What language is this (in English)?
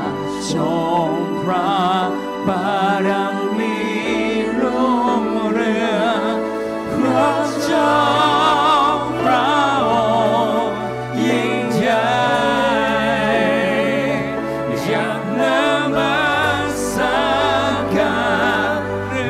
Thai